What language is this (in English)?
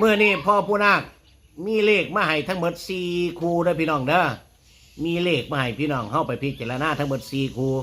Northeastern Thai